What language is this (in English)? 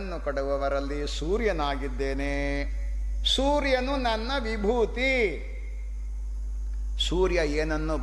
Kannada